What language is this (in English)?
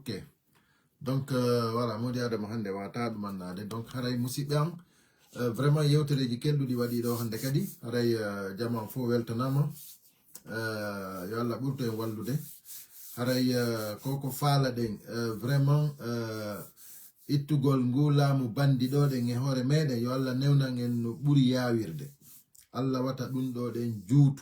Fula